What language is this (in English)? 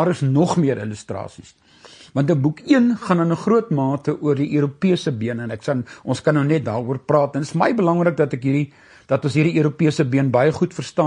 Afrikaans